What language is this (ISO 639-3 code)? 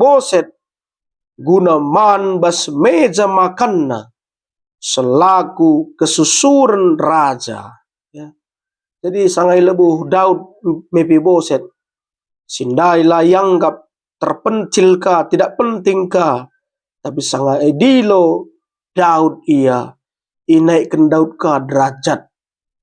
btx